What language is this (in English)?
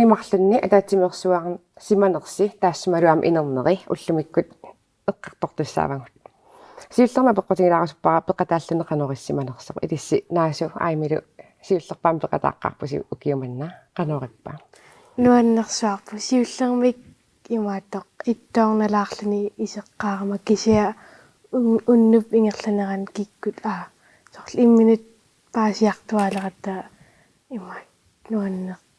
Kalaallisut